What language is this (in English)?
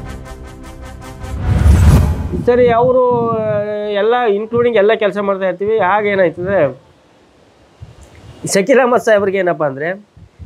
Kannada